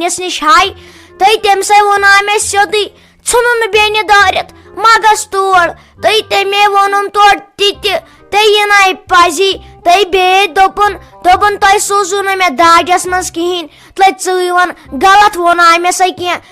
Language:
Kashmiri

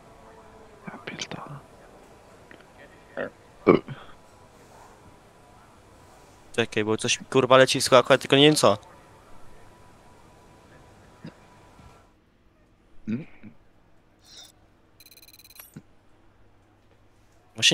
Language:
Polish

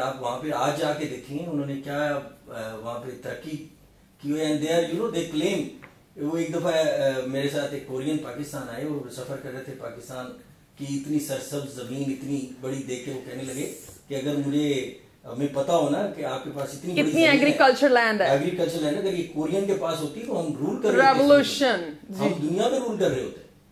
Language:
Urdu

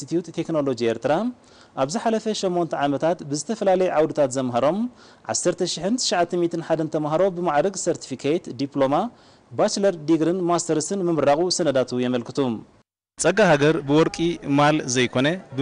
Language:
Tigrinya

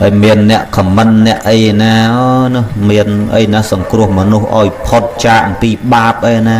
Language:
Khmer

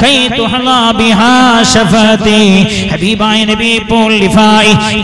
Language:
Malayalam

